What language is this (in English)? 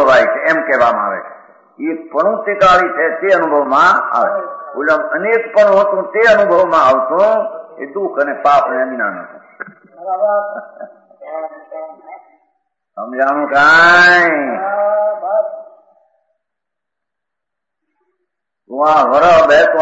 Gujarati